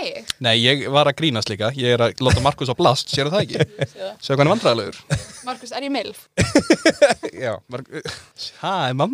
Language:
Icelandic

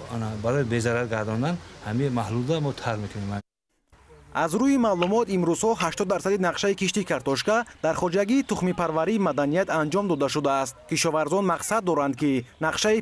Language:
Tajik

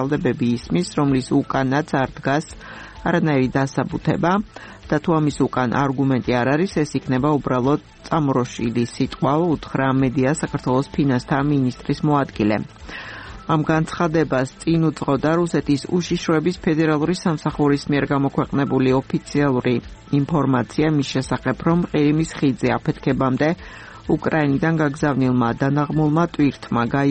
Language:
Georgian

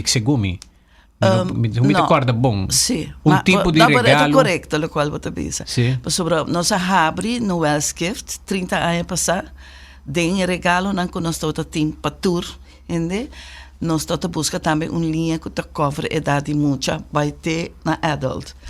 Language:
Papiamento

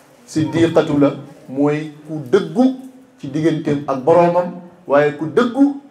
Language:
Wolof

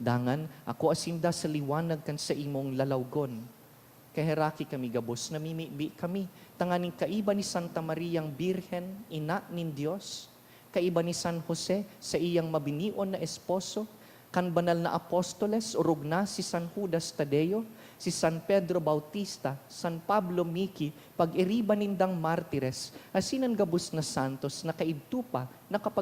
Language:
Bikol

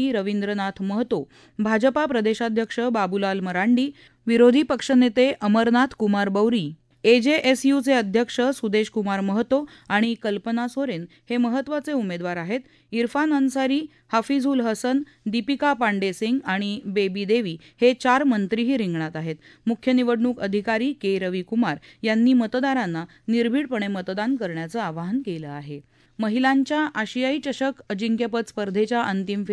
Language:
Marathi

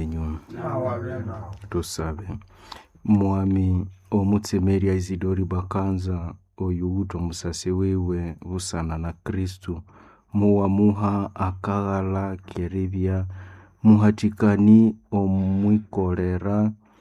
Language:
Nande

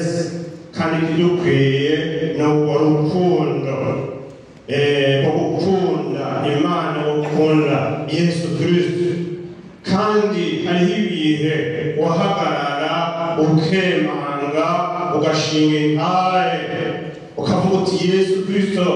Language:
Rundi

